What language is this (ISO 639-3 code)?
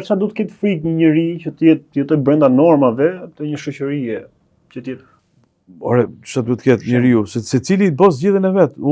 sqi